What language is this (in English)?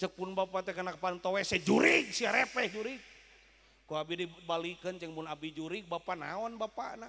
Sundanese